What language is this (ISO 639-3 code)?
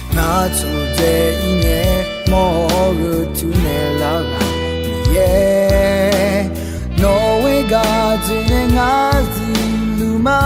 ahk